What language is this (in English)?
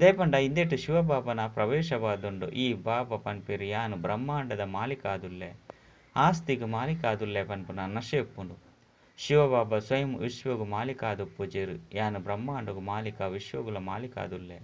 Tulu